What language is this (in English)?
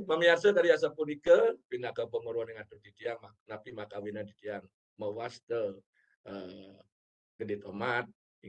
Balinese